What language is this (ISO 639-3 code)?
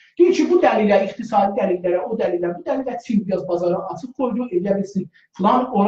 azb